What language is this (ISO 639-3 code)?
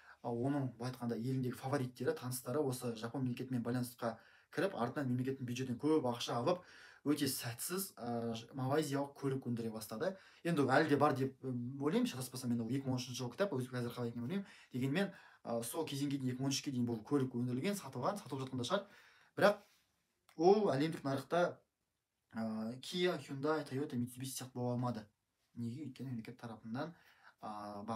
kaz